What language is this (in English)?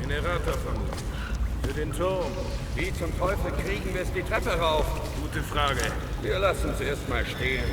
Bavarian